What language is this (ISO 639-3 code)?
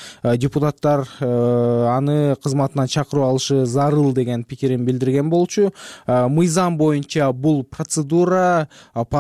kir